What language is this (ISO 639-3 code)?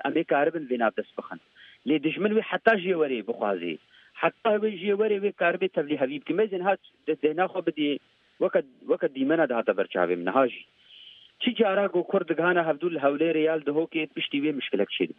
kur